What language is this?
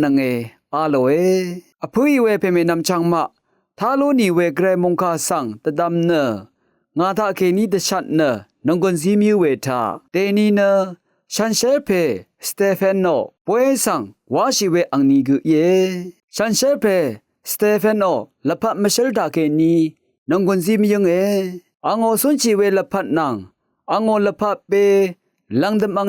Rawang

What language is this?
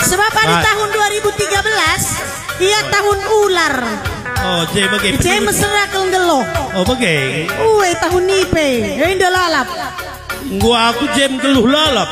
Batak Karo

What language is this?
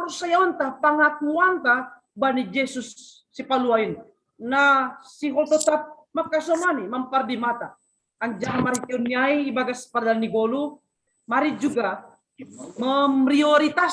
Batak Simalungun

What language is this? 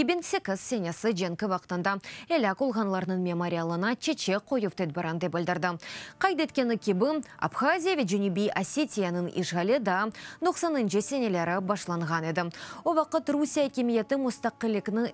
Crimean Tatar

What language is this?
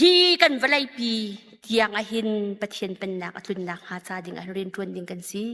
Hakha Chin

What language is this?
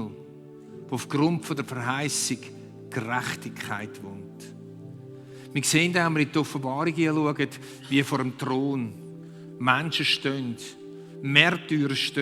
Swiss German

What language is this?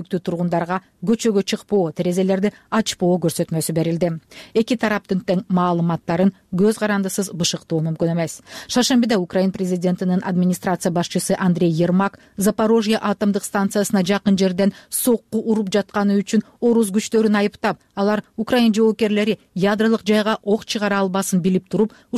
Kyrgyz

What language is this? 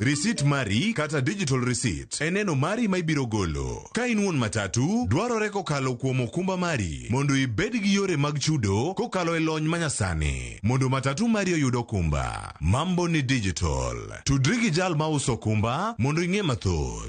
Luo (Kenya and Tanzania)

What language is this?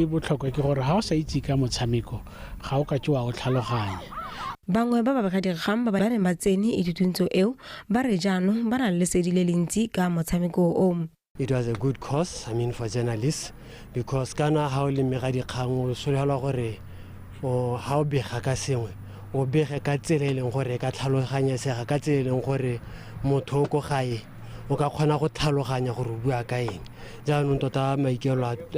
Tswana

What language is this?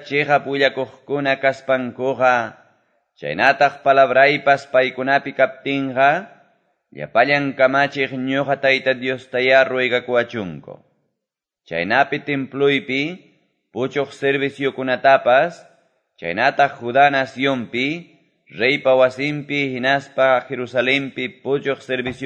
Quechua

